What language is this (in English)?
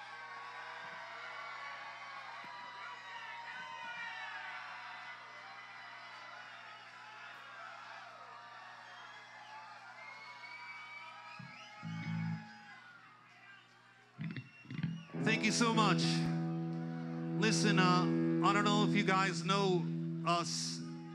English